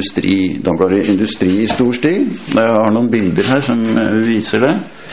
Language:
Norwegian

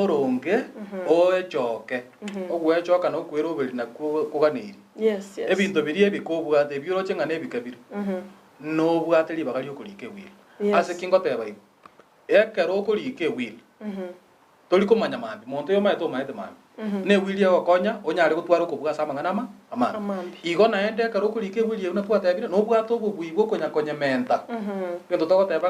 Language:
Gusii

